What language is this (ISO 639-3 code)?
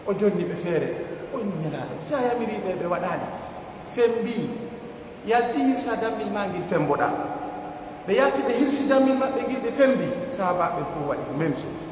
fuf